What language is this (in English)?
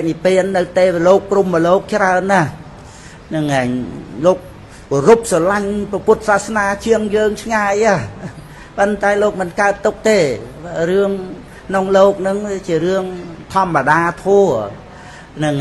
Khmer